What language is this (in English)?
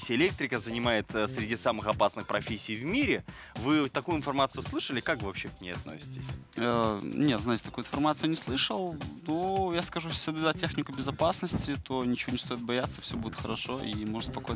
Russian